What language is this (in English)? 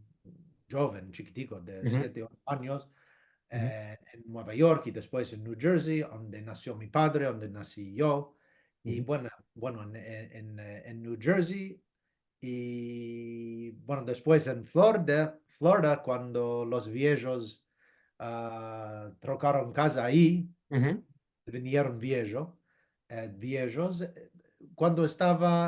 Ladino